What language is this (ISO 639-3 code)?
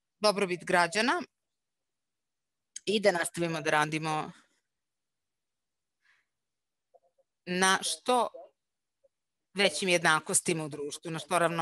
srp